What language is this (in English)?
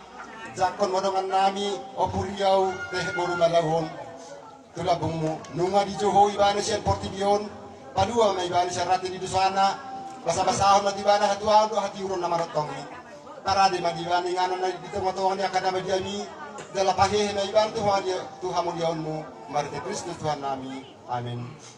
Batak Toba